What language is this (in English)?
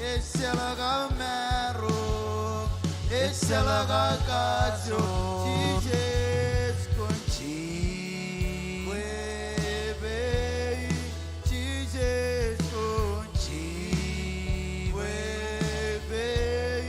Marshallese